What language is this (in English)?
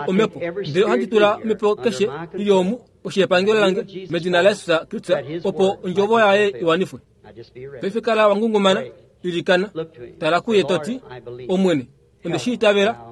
Kuanyama